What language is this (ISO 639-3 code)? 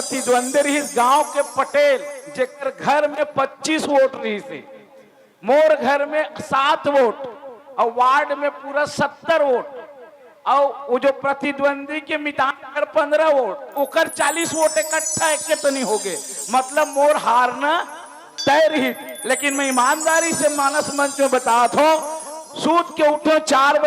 hne